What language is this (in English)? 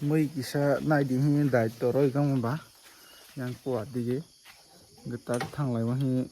Kok Borok